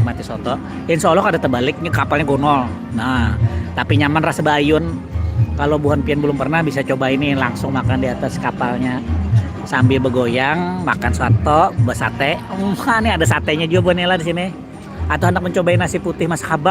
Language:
Banjar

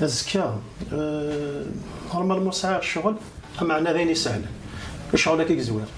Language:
Kabyle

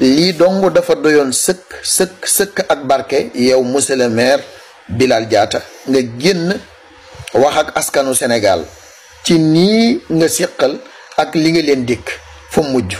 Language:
Wolof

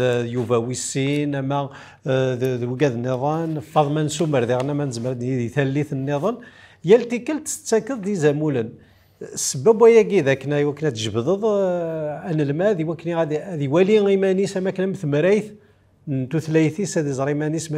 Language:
Kabyle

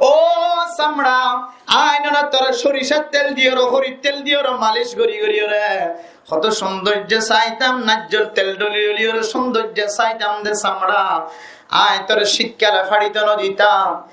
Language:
Rohingya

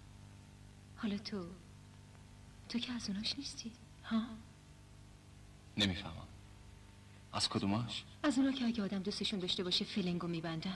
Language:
Persian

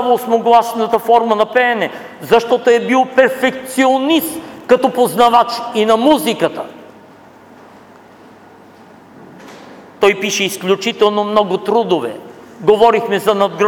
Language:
Bulgarian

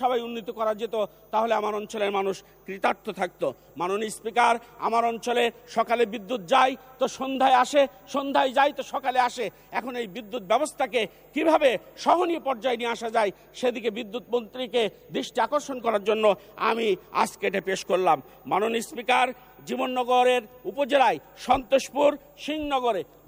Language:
Bangla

